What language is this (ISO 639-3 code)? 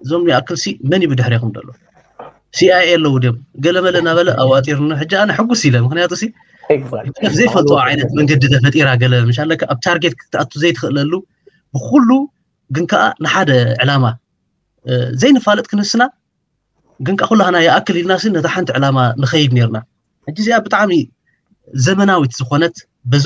tir